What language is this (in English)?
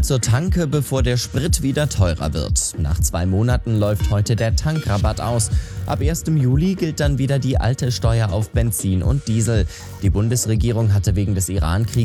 German